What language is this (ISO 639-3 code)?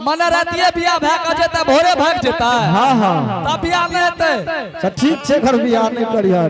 anp